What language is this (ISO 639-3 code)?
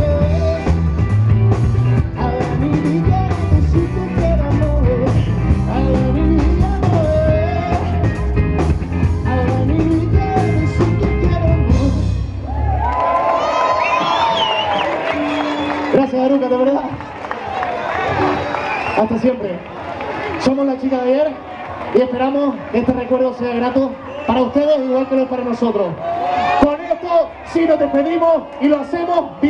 spa